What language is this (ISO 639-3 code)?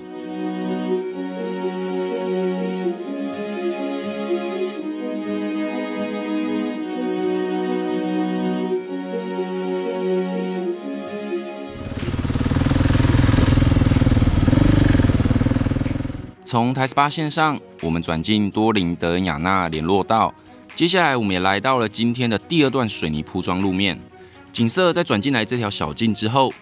zho